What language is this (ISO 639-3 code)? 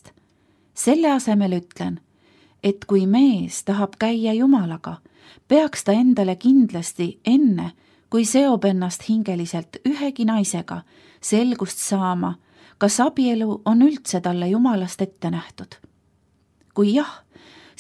est